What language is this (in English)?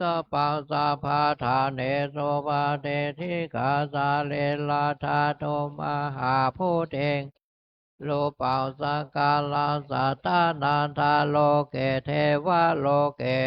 Pali